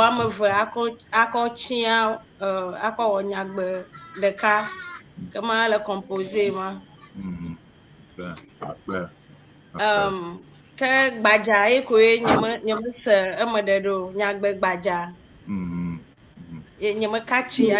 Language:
Ewe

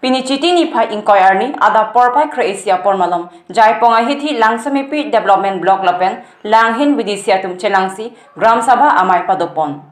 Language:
Karbi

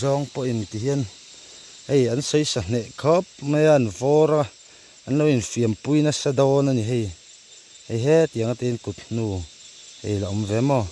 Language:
Mizo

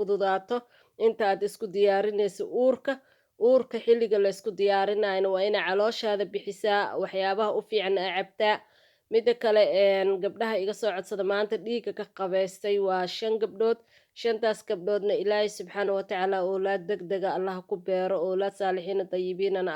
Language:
Somali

